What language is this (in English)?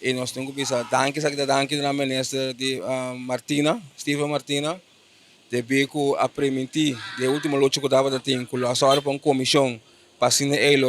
Papiamento